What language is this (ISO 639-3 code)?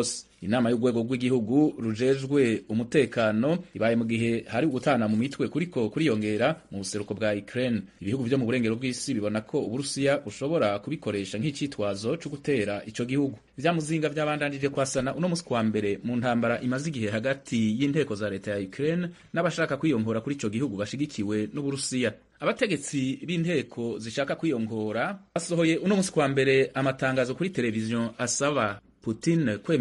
run